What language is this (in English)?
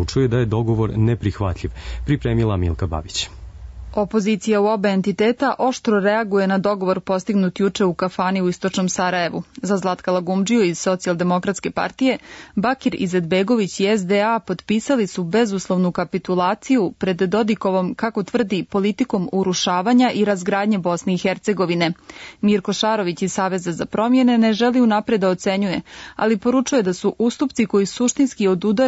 Serbian